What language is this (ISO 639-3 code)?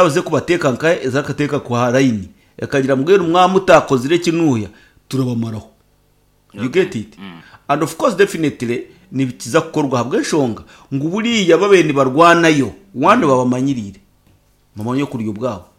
nyn